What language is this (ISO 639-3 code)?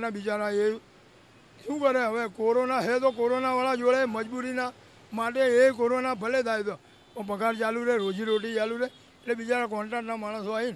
guj